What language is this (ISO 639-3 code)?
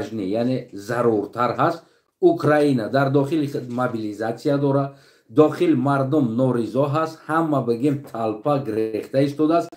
tgk